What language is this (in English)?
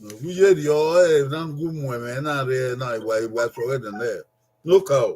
Bini